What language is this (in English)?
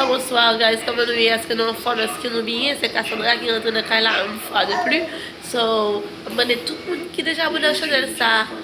Haitian Creole